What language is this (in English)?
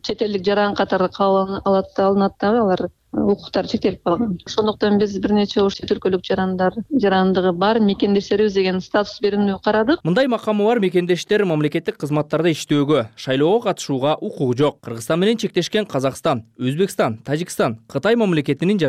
Kyrgyz